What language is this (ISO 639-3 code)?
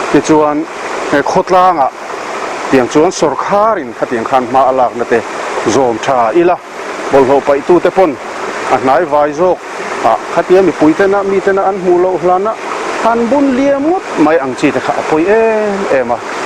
lus